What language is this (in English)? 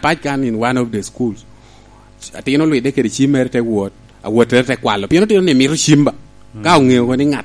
Lango (Uganda)